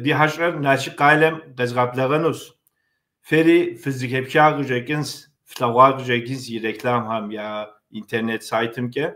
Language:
Kabardian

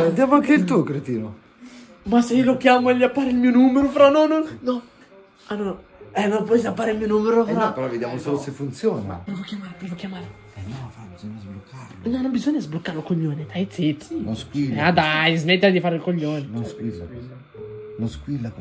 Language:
Italian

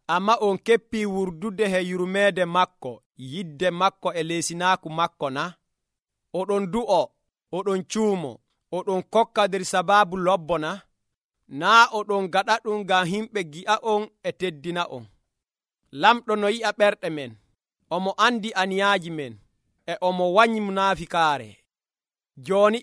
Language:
Nigerian Fulfulde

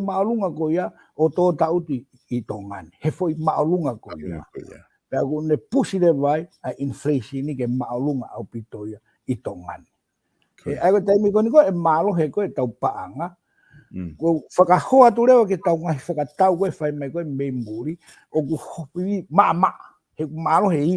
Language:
Tongan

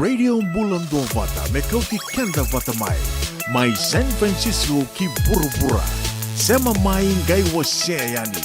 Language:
Fijian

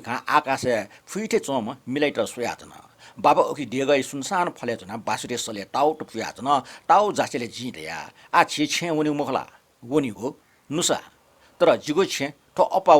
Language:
Newari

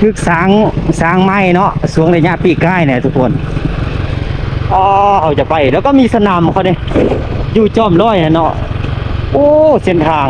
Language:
Lao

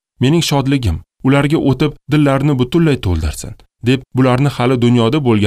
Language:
Uzbek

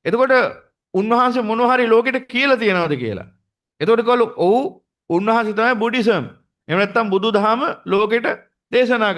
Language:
Sinhala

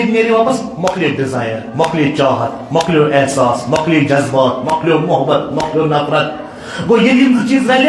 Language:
Kashmiri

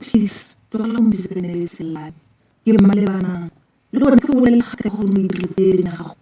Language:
Tswana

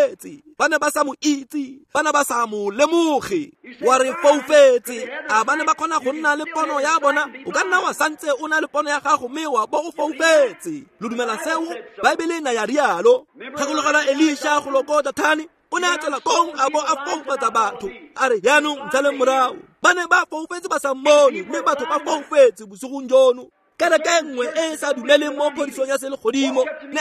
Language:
Tswana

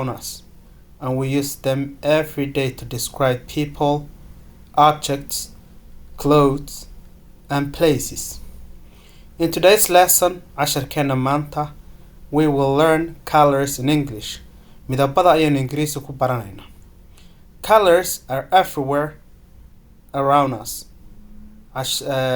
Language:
Somali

